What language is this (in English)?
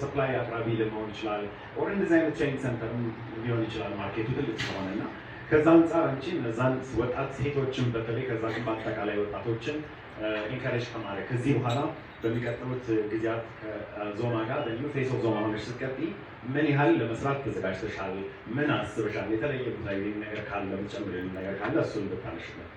Amharic